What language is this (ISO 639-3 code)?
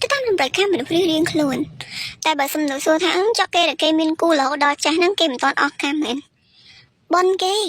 khm